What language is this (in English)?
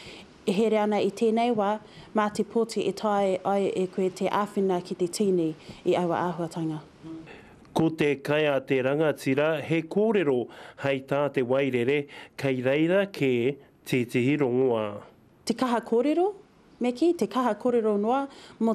Māori